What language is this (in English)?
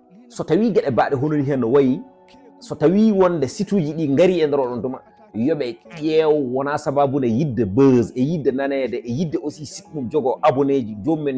Fula